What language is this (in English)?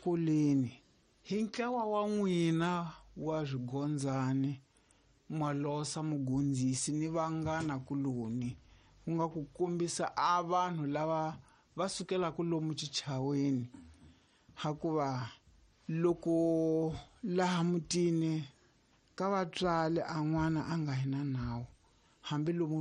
Tsonga